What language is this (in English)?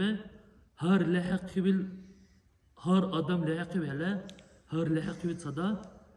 Dargwa